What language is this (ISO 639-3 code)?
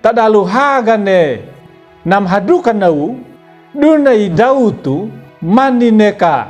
akg